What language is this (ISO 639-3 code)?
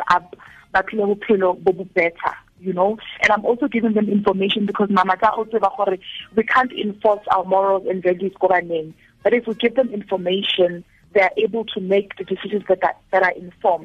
tsn